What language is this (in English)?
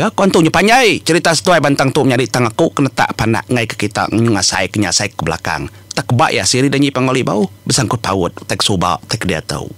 Iban